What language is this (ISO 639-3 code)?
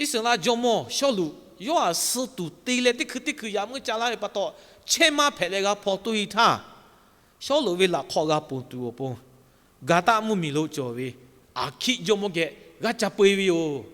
lhu